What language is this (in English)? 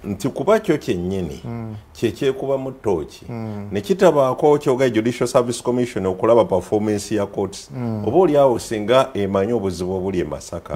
Ganda